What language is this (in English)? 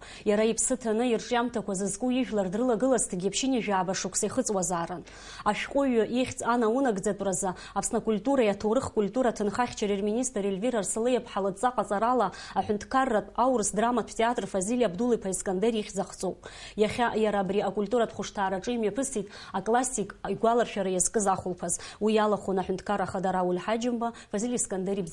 Abkhazian